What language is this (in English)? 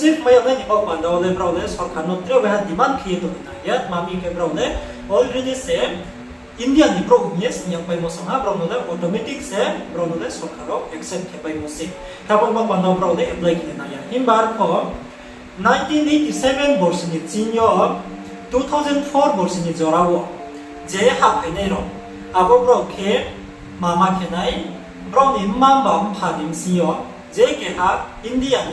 Riang (India)